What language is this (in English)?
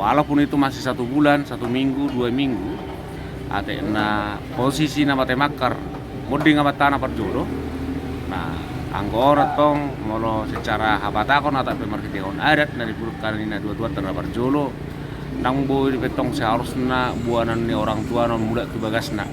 Batak Toba